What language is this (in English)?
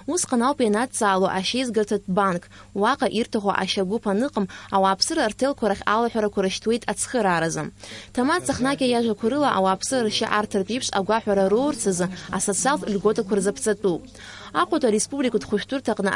Abkhazian